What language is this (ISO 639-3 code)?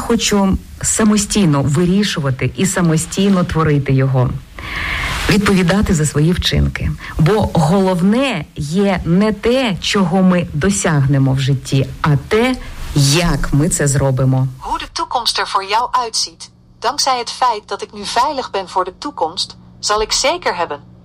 ukr